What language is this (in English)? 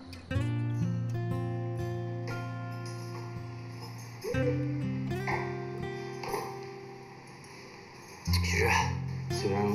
Chinese